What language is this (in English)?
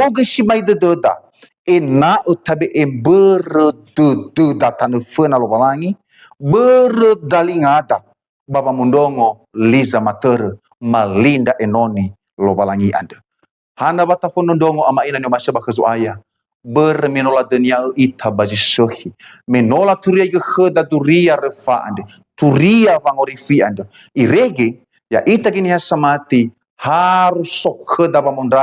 Nias